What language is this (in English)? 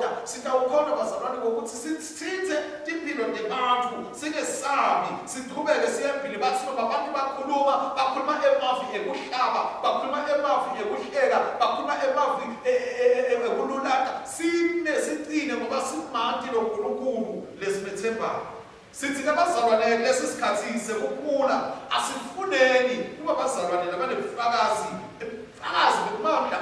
Swati